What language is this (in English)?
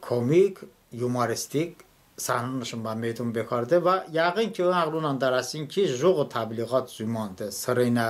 Talysh